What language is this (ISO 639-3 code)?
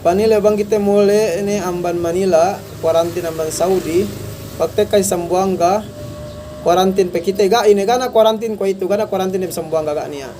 yka